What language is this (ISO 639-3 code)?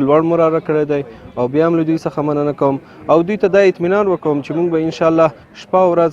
pus